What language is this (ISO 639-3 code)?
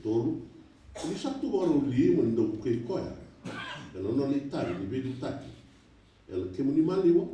fij